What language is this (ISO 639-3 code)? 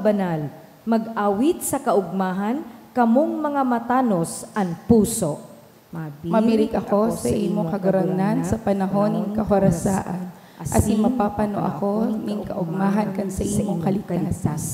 bik